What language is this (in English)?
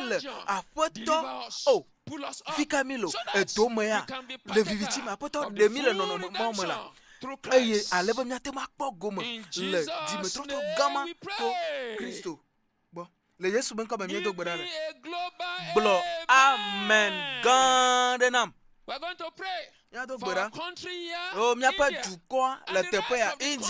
Ewe